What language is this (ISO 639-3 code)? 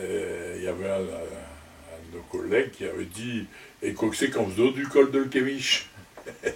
pcd